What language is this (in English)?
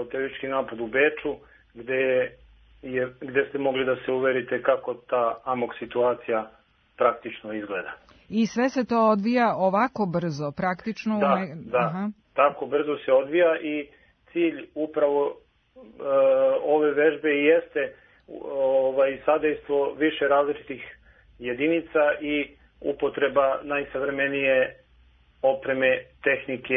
Serbian